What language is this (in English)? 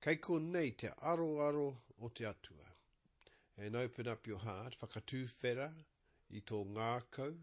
Māori